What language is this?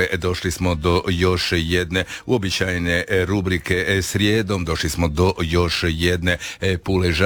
Croatian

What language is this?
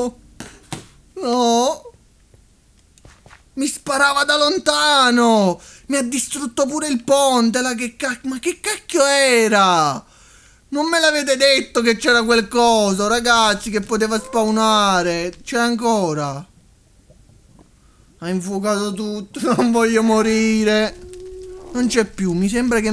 Italian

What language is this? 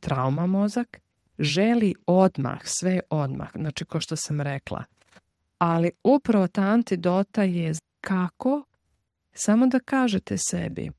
Serbian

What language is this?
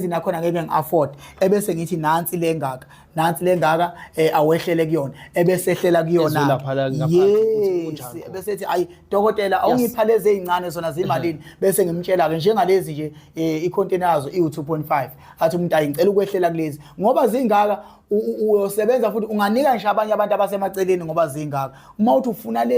Zulu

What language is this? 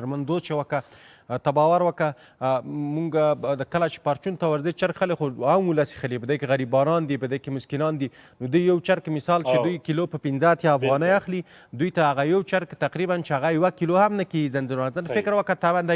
Pashto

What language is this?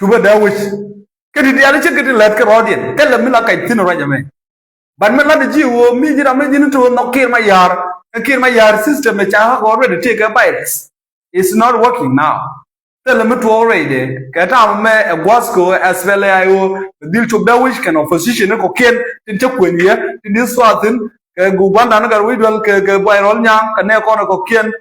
Nuer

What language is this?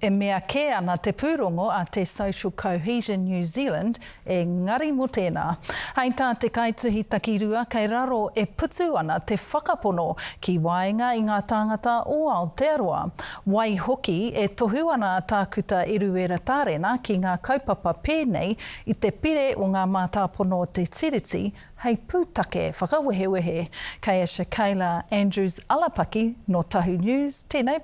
Māori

